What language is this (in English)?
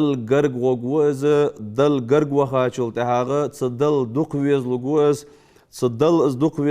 Ingush